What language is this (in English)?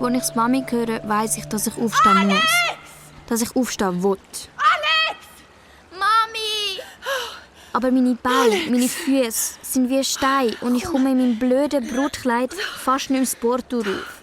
Swiss German